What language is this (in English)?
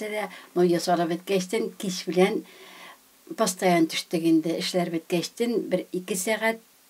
Tatar